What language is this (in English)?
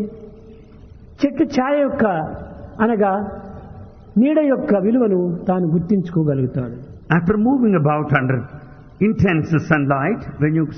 Telugu